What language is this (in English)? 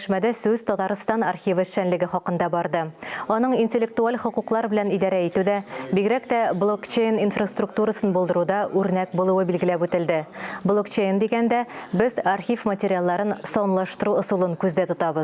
Tatar